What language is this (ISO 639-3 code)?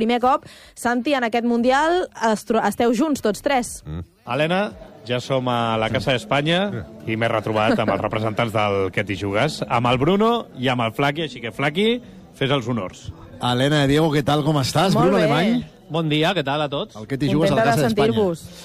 cat